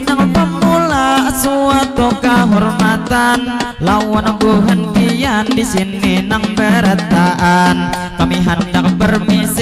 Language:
Banjar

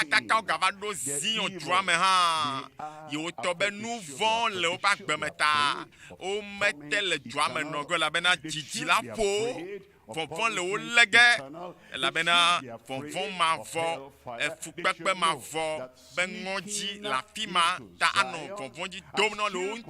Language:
Ewe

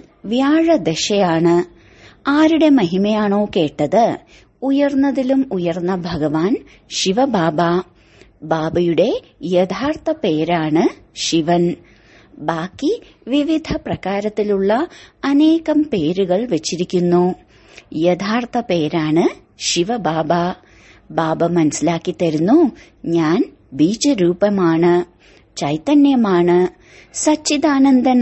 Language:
Malayalam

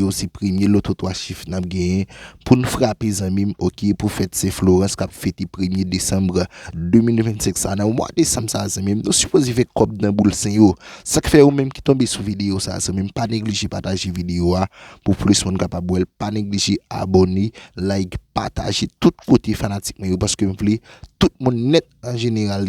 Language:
Haitian Creole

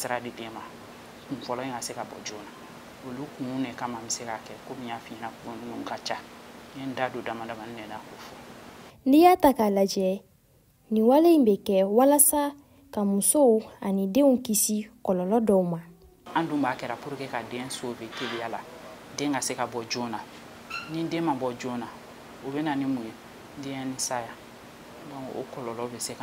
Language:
Bambara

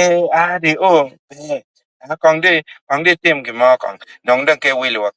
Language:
Acoli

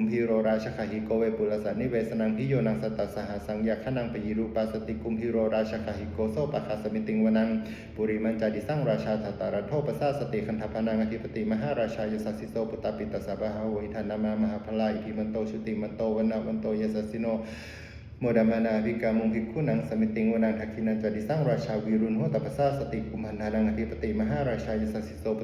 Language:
Pali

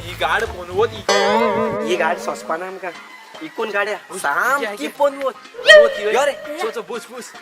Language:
Konkani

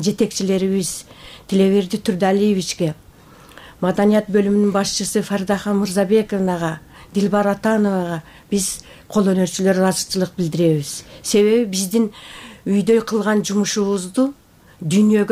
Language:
Kyrgyz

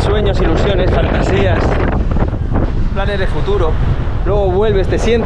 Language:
Spanish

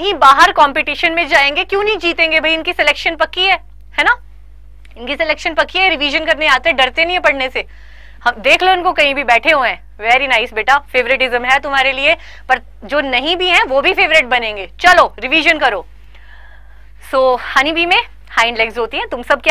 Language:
Hindi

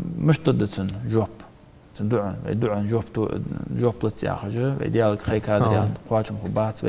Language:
Ingush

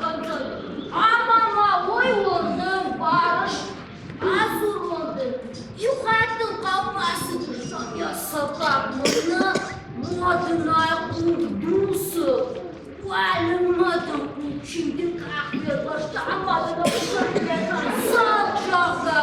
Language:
Ossetic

